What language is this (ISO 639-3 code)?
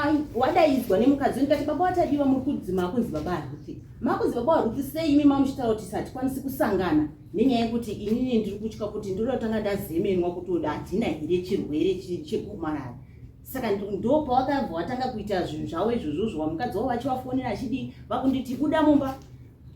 sna